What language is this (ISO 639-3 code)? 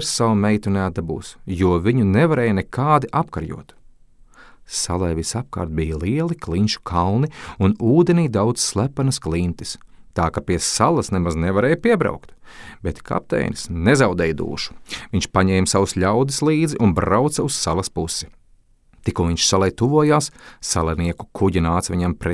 lav